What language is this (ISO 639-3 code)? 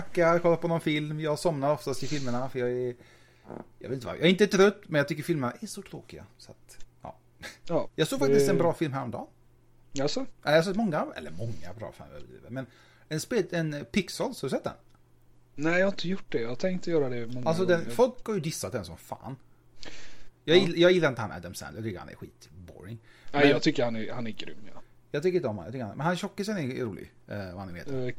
swe